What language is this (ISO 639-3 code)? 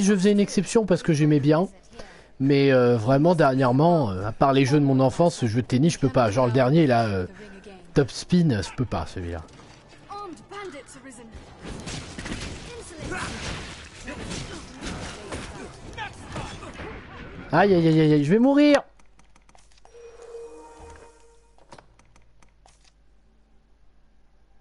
fra